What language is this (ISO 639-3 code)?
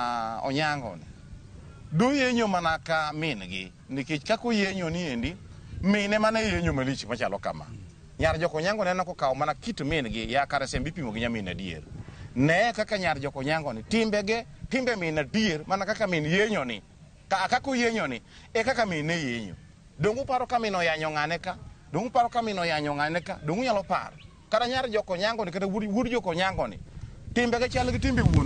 luo